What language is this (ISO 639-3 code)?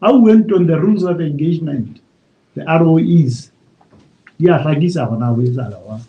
sot